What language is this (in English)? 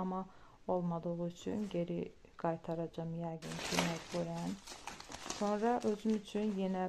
Azerbaijani